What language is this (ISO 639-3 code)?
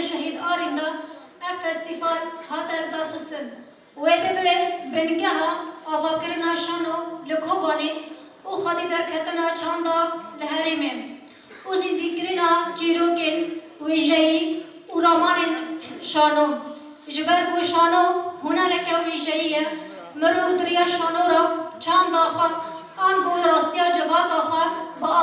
kur